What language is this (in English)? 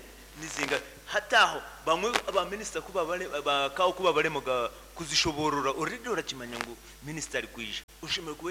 Nyankole